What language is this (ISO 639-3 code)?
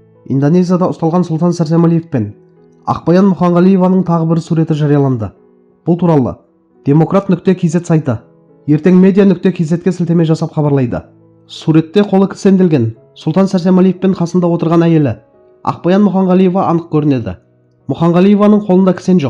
kaz